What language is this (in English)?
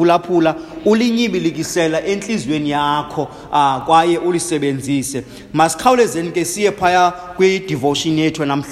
Xhosa